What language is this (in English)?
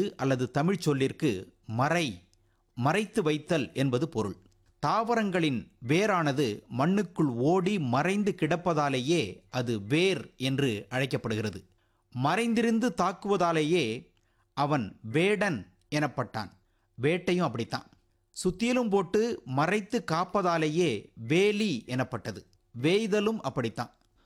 Tamil